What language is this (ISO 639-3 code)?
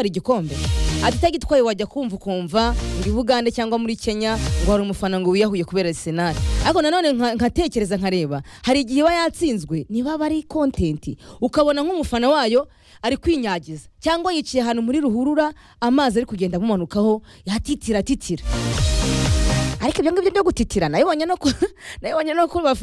kin